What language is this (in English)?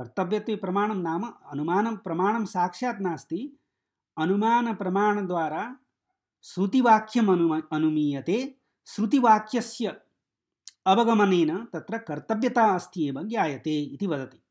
Sanskrit